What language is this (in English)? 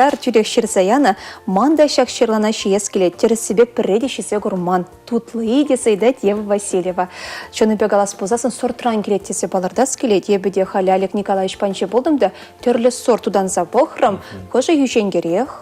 Chuvash